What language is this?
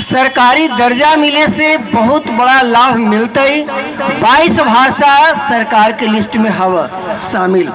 Magahi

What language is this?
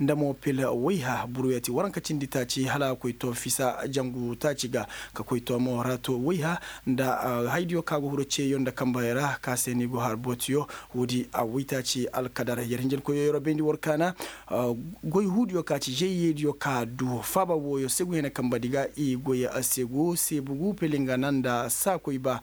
Koyraboro Senni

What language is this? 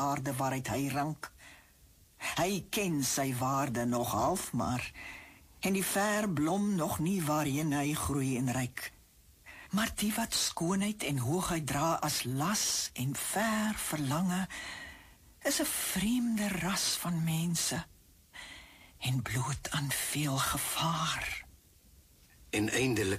Afrikaans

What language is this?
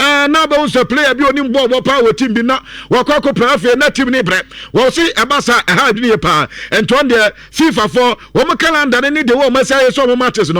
Akan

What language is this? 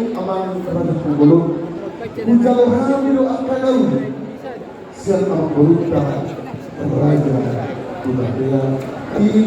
Batak Toba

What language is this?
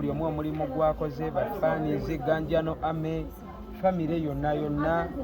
Ganda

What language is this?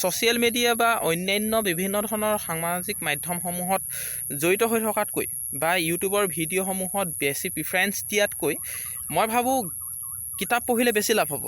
Assamese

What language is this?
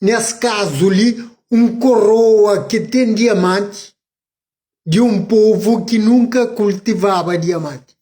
Kabuverdianu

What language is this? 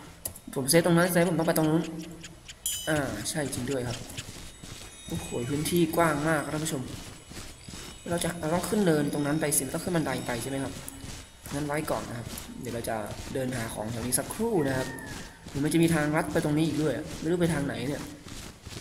Thai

